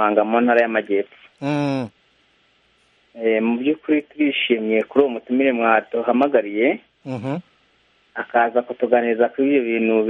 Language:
Kinyarwanda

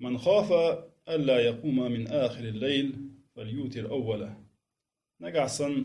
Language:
Chechen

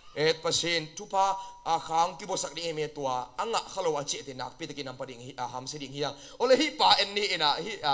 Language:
Tedim Chin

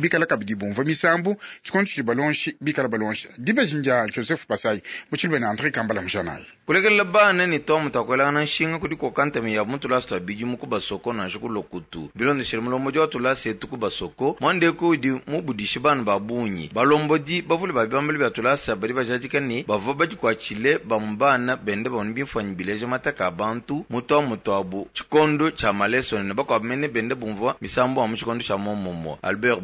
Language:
Luba-Lulua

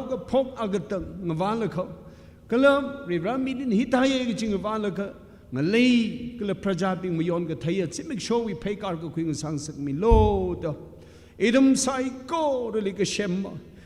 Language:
Tangkhul Naga (India)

